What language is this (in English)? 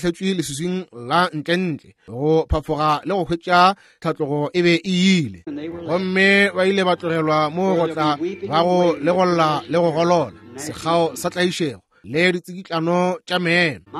Northern Sotho